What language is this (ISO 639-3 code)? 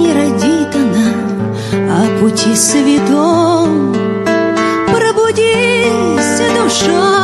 ces